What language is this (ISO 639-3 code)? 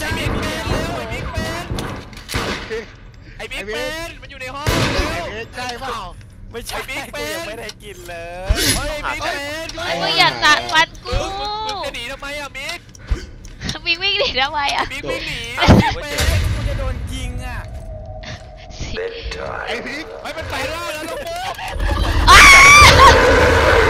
tha